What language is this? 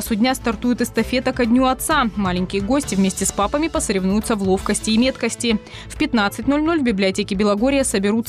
Russian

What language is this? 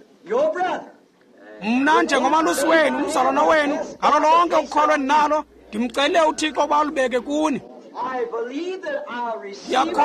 Xhosa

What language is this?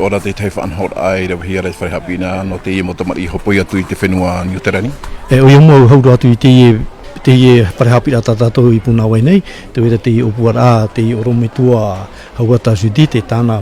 Tahitian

